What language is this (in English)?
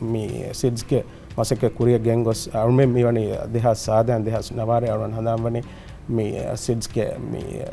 Divehi